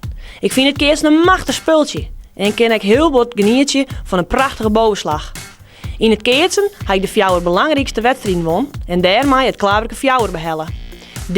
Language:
Western Frisian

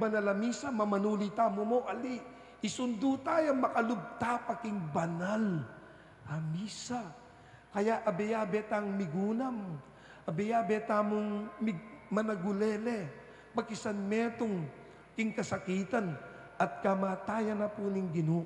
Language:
Pampanga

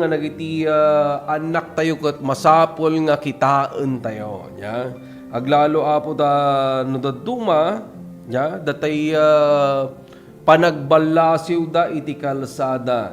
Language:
Iloko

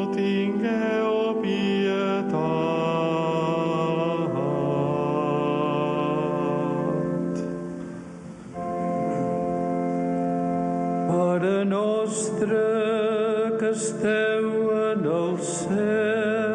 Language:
Catalan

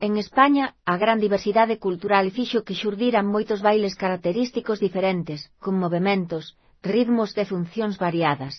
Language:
Galician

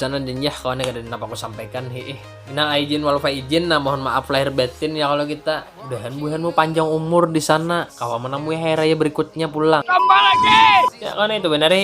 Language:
Banjar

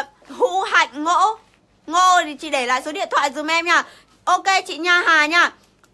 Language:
Vietnamese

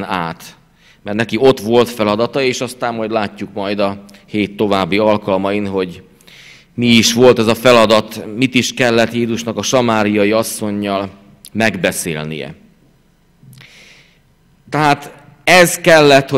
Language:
Hungarian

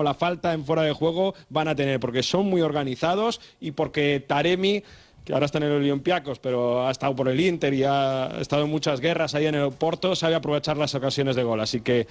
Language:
Spanish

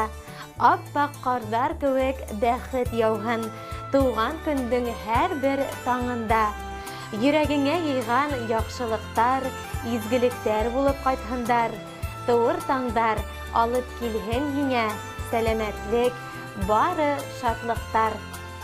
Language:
Bashkir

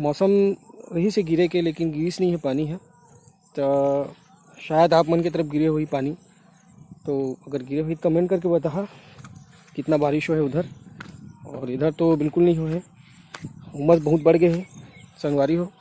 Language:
Chhattisgarhi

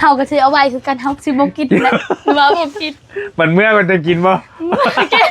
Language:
Northeastern Thai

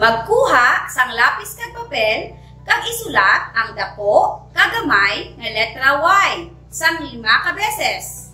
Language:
Hiligaynon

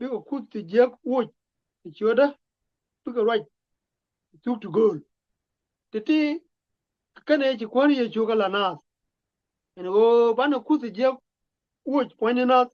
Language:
Nuer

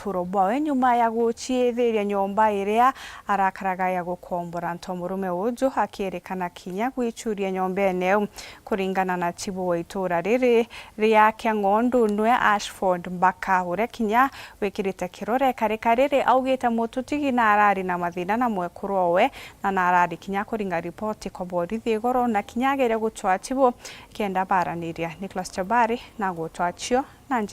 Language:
Meru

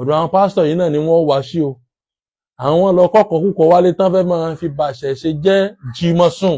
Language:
Yoruba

